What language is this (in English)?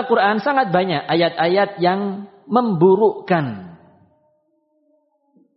Indonesian